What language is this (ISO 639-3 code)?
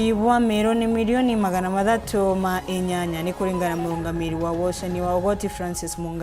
mer